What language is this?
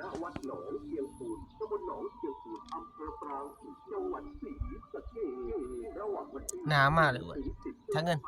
Lao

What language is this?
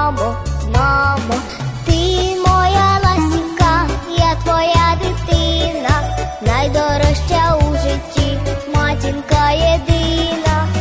Ukrainian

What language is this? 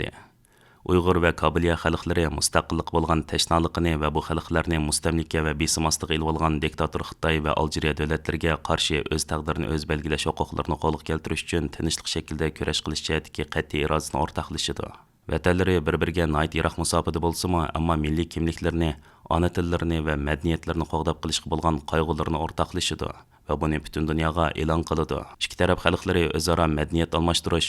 Uyghur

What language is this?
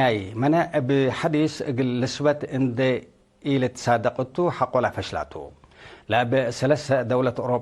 Tigre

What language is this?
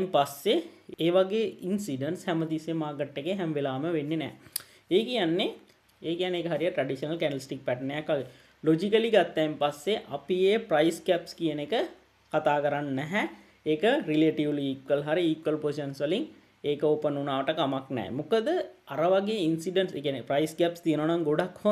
Sinhala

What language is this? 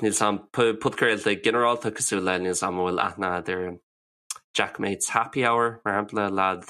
Irish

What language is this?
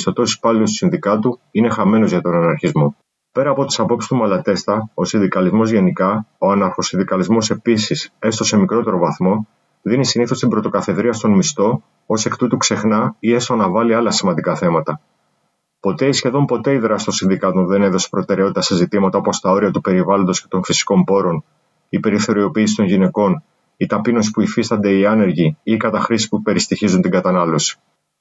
Greek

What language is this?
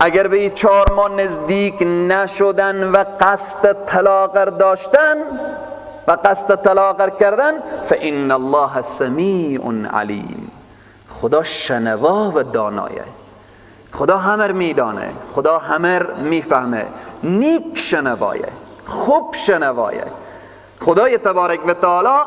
Persian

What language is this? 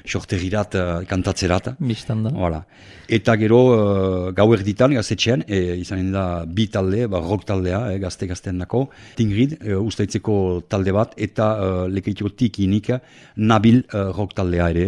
Basque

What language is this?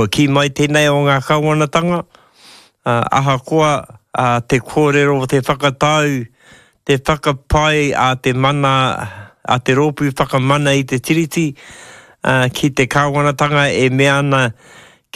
Māori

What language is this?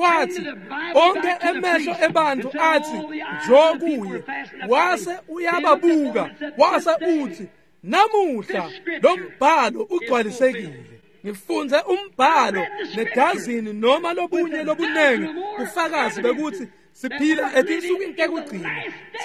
Swati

